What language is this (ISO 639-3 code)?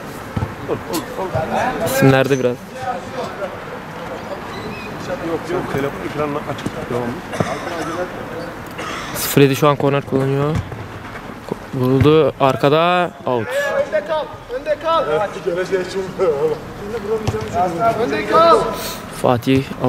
tur